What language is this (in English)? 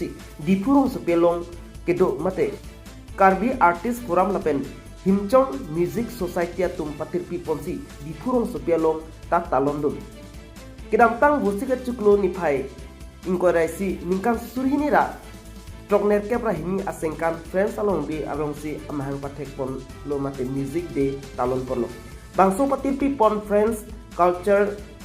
Karbi